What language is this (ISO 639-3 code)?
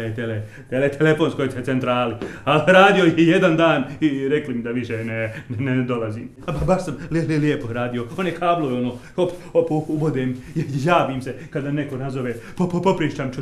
bos